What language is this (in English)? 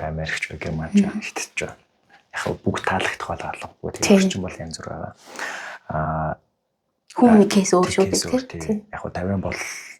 Mongolian